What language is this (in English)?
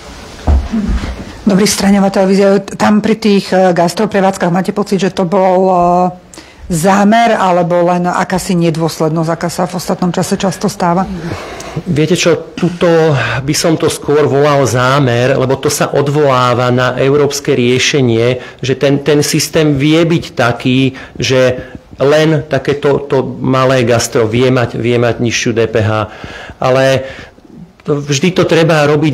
Slovak